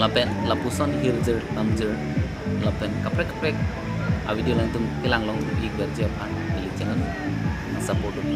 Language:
Karbi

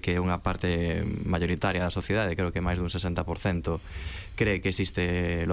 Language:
Galician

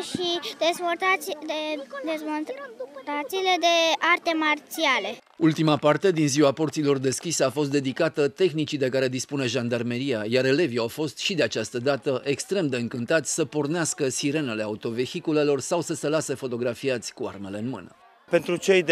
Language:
Romanian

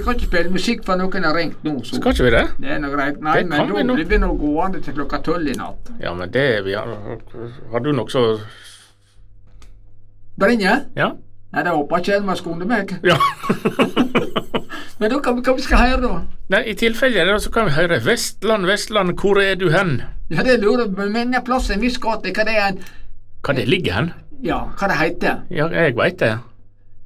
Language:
Norwegian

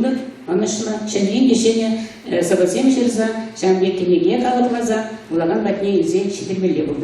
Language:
Chuvash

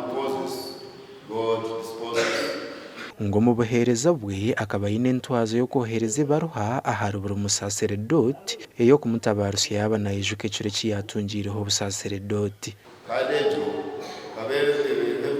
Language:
Nyankole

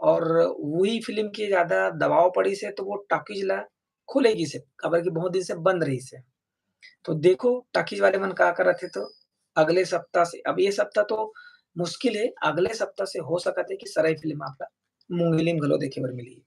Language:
Chhattisgarhi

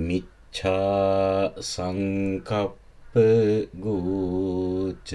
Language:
Sinhala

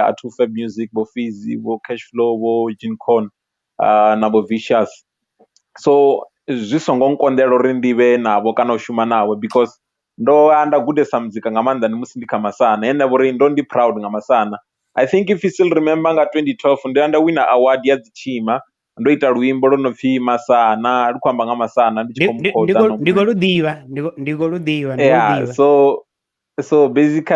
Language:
Venda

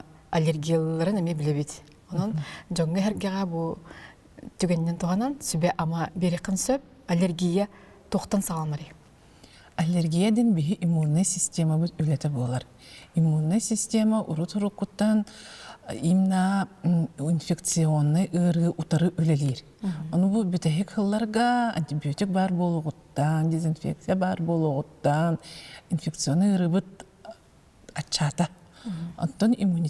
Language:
Yakut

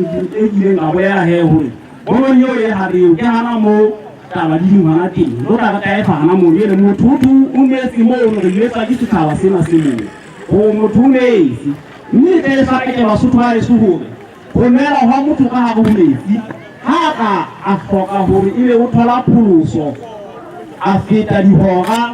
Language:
Southern Sotho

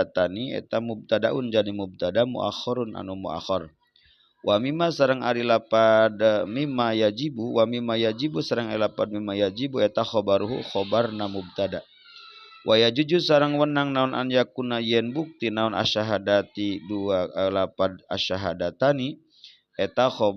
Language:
Sundanese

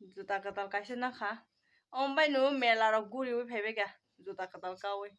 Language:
Kok Borok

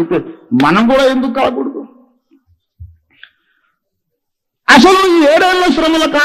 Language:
Telugu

